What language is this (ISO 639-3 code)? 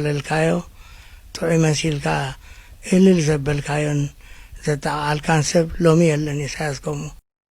tir